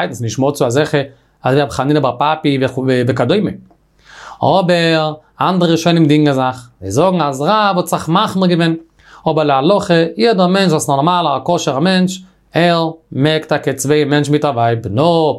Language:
Yiddish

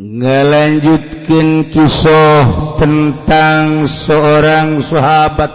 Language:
Sundanese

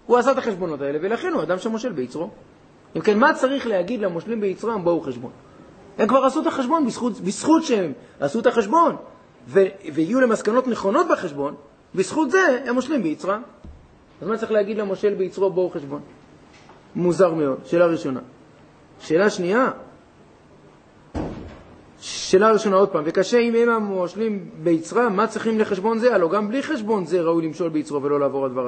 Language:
Hebrew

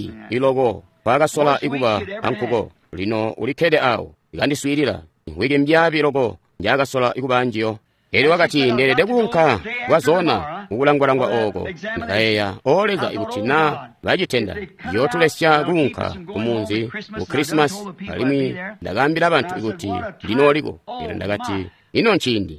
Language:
Tonga (Zambia)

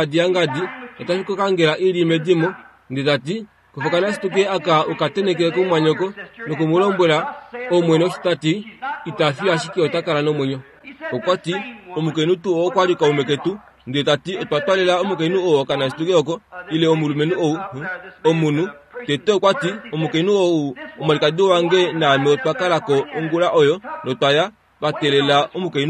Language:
Kuanyama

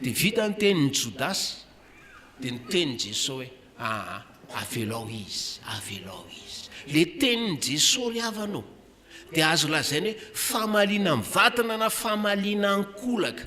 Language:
Malagasy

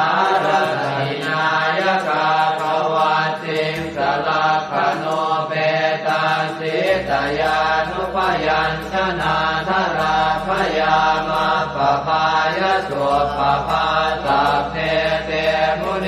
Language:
Pali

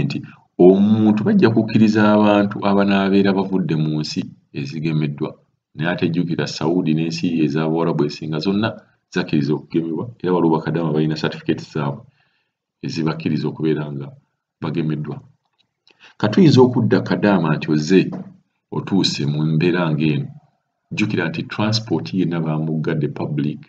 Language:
Ganda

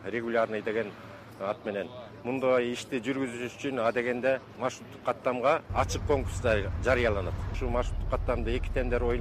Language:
Kyrgyz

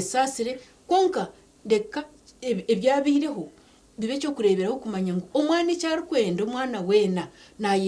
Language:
Nyankole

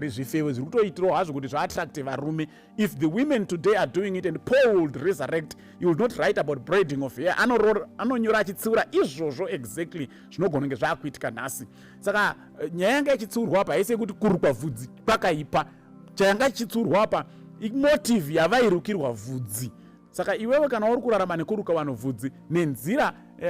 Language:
Shona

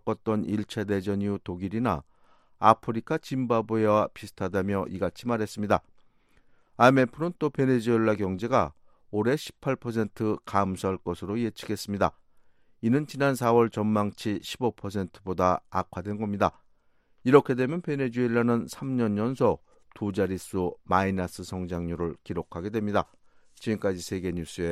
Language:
Korean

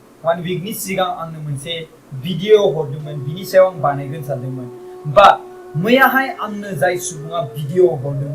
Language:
Bodo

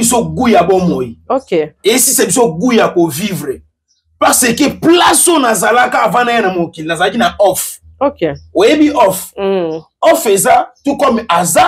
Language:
Lingala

